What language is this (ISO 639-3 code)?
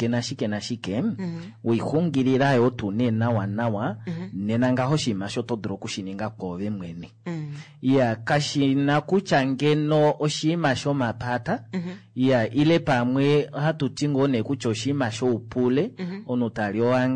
kua